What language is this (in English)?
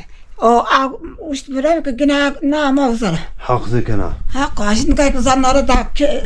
Zaza